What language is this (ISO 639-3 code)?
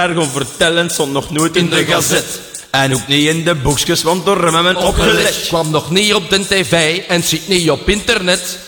nld